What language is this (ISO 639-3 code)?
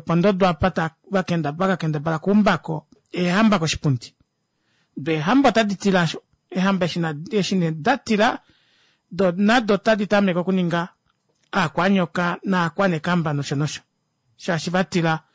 kua